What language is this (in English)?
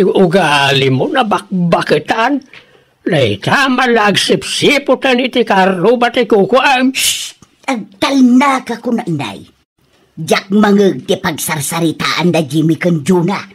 Iloko